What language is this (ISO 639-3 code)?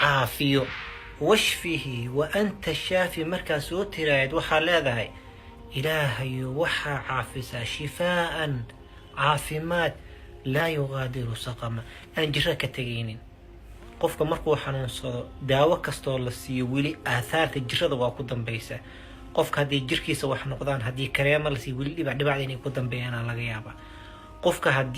som